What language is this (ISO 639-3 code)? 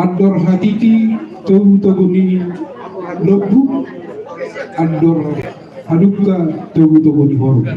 bbc